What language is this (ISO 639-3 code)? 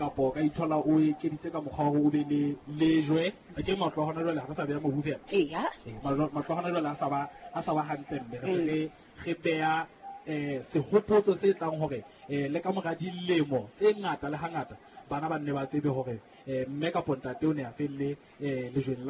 sot